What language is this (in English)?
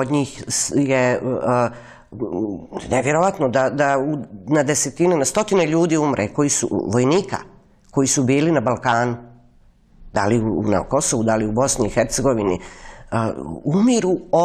Serbian